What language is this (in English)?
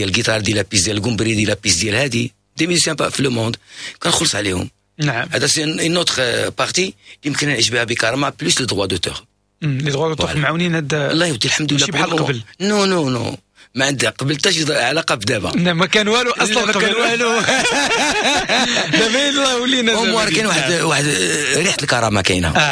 Moroccan Arabic